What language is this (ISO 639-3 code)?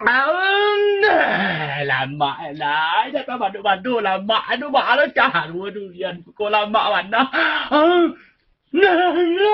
min